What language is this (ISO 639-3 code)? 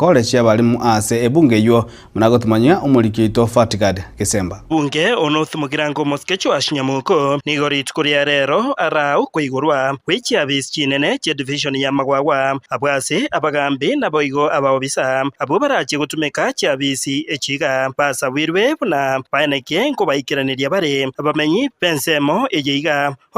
guz